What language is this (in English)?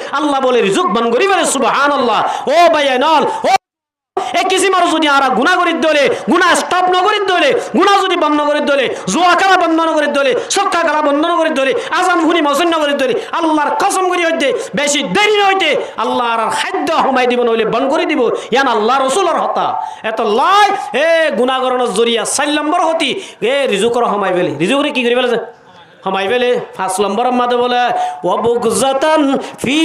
Rohingya